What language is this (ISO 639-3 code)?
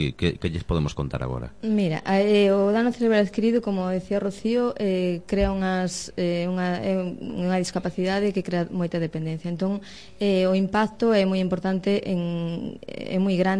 glg